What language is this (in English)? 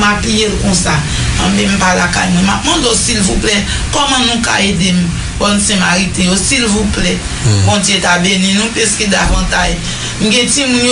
Haitian Creole